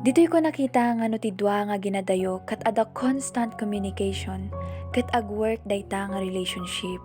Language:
Iloko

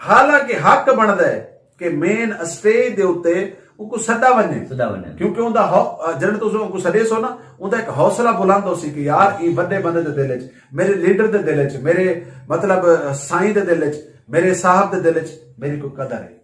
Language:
Saraiki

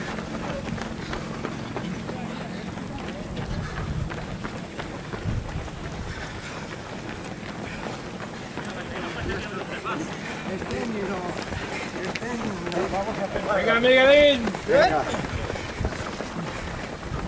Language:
Spanish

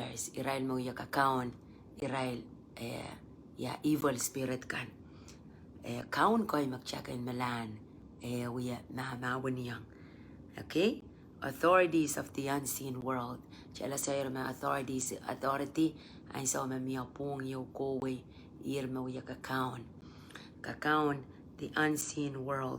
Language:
Pohnpeian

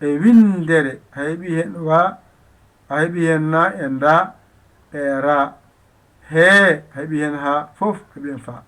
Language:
Fula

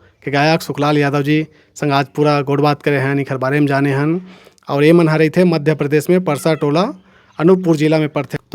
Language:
Chhattisgarhi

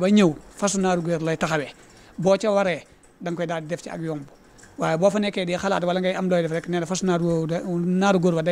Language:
Wolof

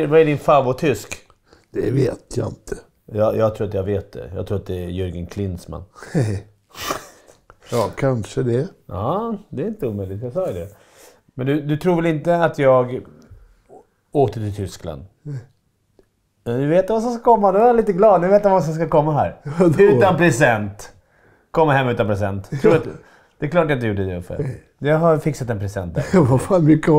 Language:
Swedish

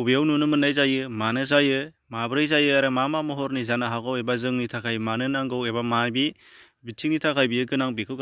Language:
Bodo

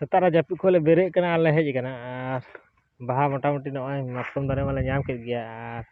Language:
Santali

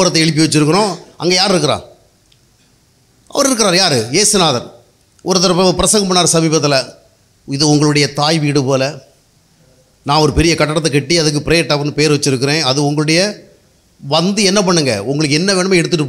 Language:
Tamil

